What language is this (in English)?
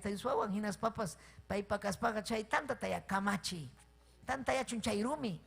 Ayacucho Quechua